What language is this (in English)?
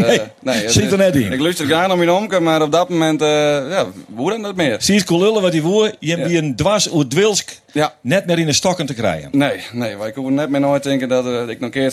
Western Frisian